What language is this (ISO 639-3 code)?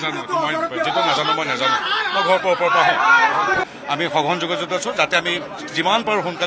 asm